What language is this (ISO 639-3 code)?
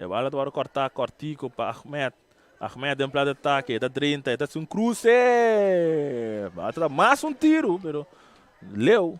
pap